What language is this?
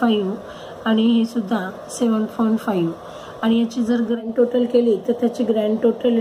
Marathi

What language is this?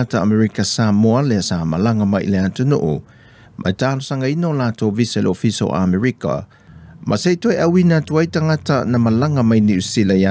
Samoan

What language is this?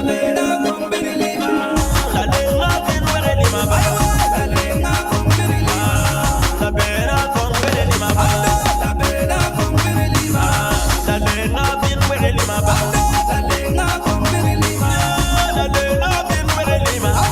Acoli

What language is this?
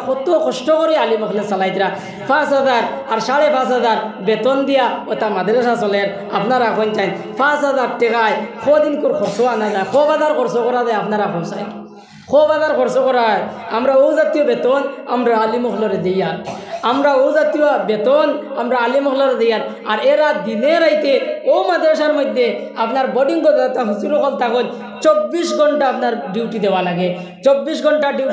Sylheti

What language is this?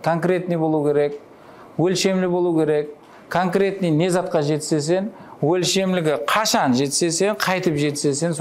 Kara-Kalpak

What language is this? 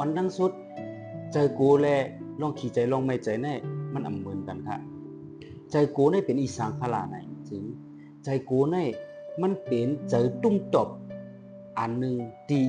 Shan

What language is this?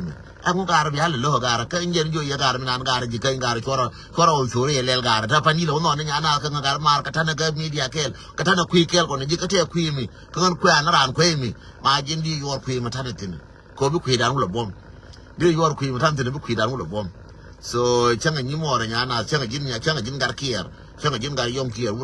Nuer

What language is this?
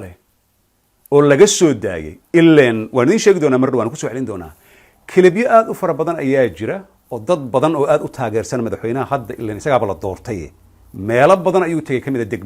Somali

